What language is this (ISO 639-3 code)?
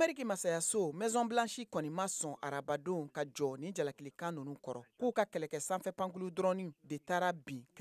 bam